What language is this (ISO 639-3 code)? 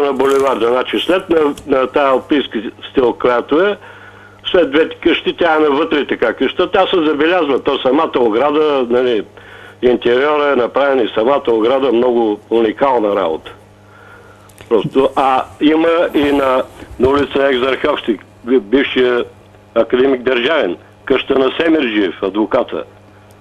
bul